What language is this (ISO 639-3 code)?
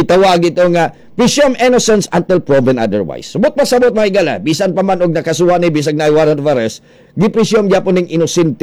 ceb